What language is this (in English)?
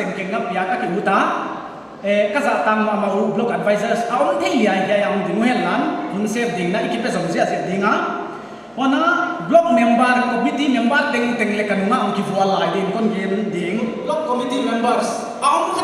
Paite Chin